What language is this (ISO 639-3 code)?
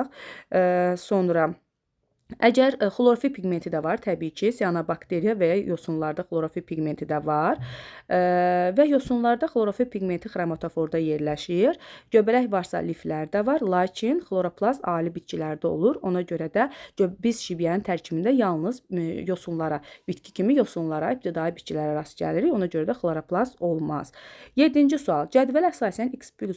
aze